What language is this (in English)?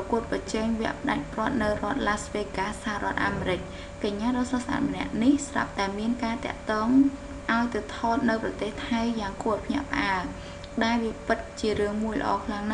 Khmer